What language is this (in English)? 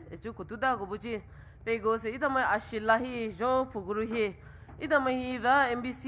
Poumei Naga